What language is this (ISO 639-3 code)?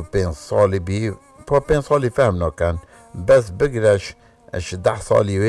kur